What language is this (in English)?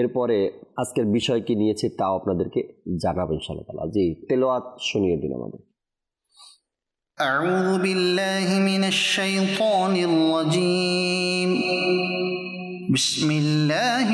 Bangla